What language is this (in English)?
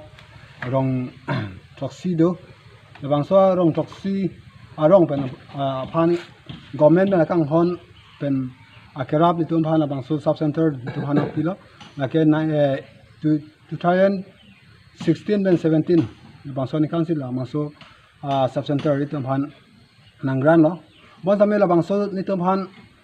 Karbi